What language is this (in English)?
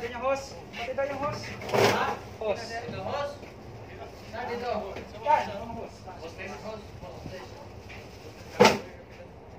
Filipino